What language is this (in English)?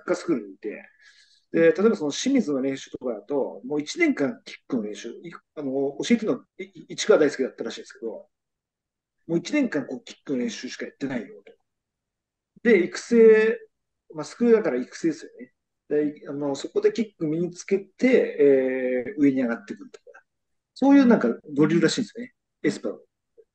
Japanese